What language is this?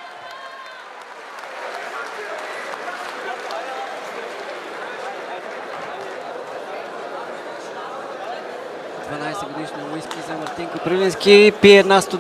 Bulgarian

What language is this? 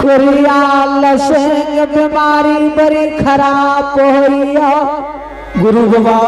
Angika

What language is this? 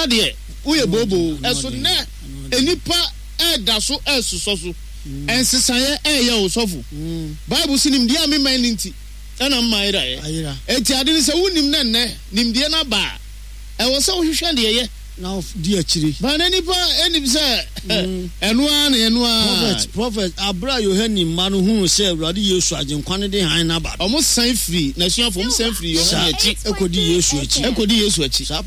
Akan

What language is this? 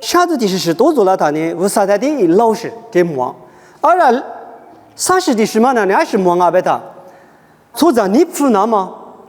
Lisu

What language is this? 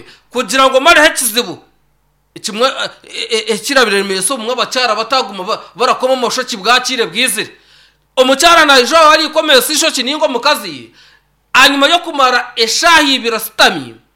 Nyankole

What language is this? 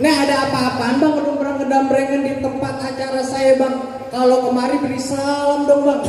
Betawi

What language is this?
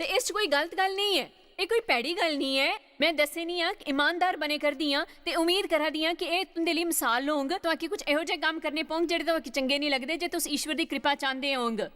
Dogri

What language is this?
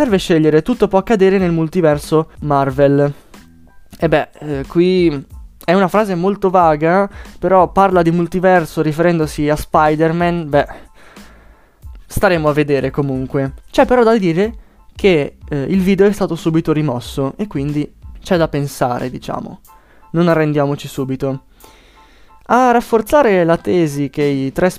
Italian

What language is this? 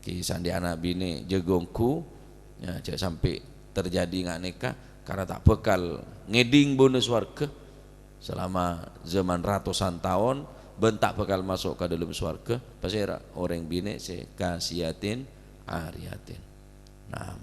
Madurese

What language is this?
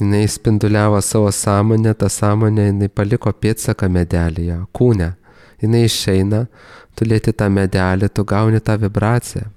Lithuanian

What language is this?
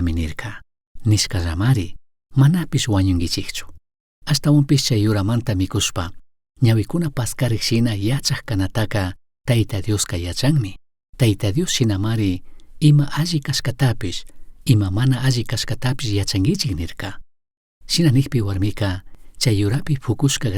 Chimborazo Highland Quichua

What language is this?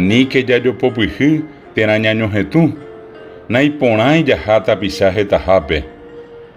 Guarani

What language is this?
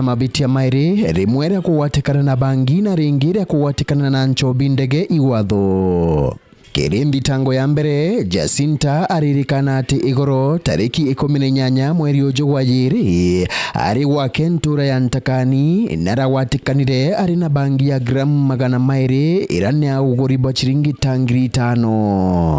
Meru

